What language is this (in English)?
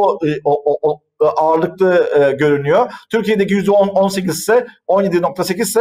Turkish